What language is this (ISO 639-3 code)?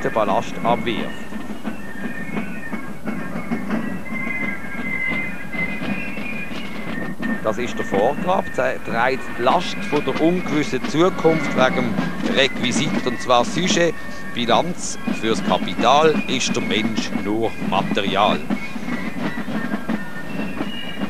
deu